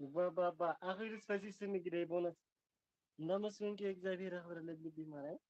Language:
Tigrinya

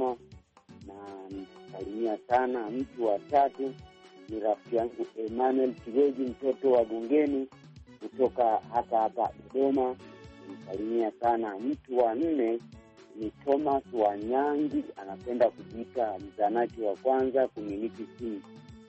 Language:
Swahili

